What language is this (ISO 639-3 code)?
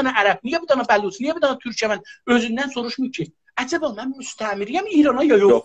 azb